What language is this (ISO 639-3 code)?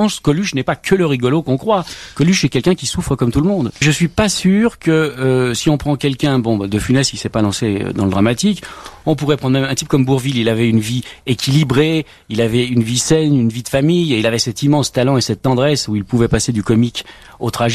fra